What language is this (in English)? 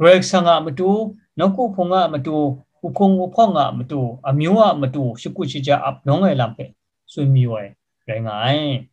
Kachin